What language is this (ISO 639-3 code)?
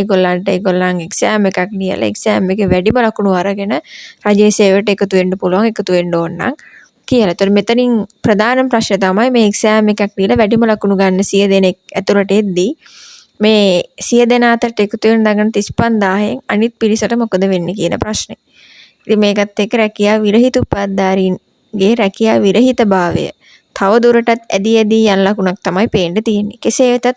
sin